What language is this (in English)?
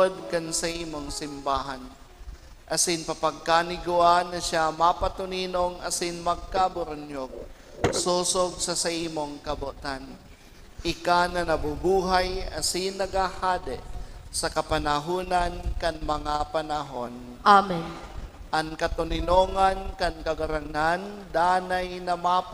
Bikol